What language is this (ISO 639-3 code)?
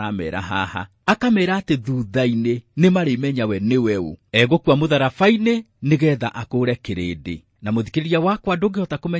kik